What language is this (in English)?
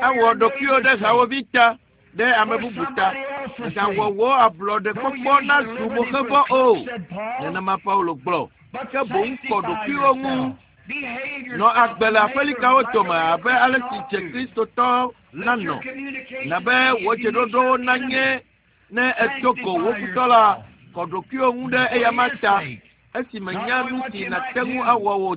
Ewe